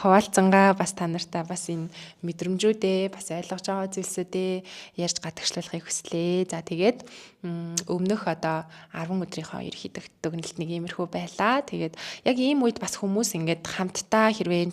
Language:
Mongolian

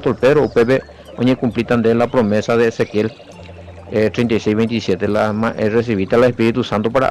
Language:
Guarani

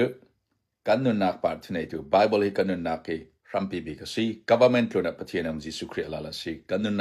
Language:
Hakha Chin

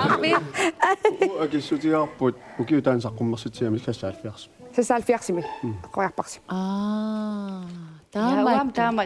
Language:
Kalaallisut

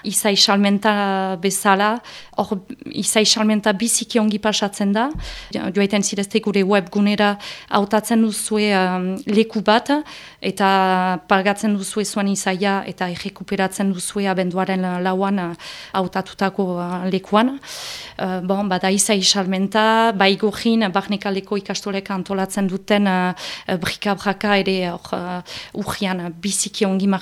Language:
Basque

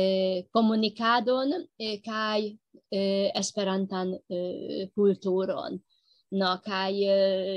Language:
Esperanto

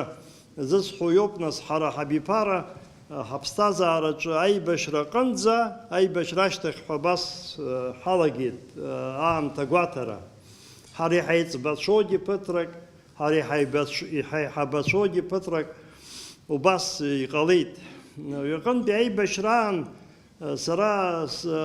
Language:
Abkhazian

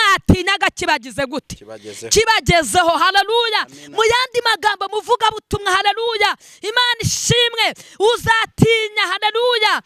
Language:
Kinyarwanda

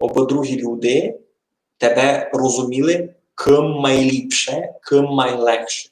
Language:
Rusyn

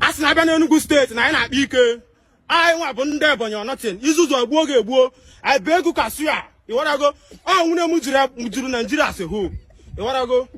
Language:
Igbo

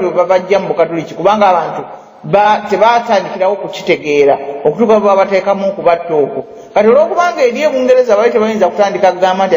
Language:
Ganda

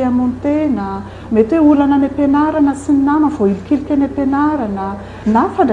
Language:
Malagasy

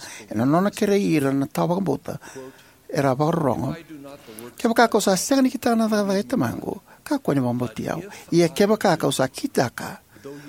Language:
Fijian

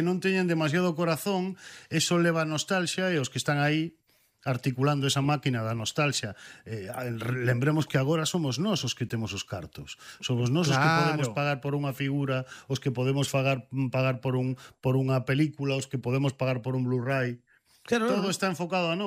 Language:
Galician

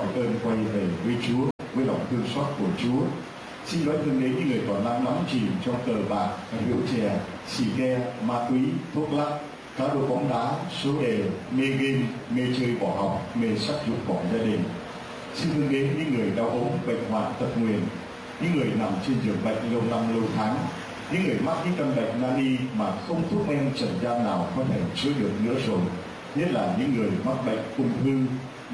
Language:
Vietnamese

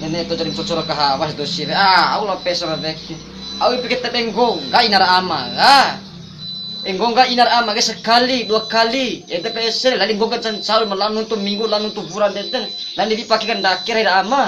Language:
Bima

